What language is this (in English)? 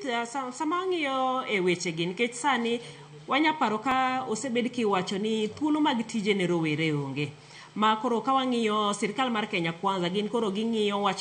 Luo (Kenya and Tanzania)